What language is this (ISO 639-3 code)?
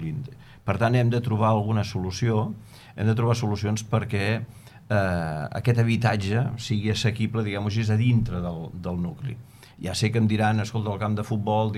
cat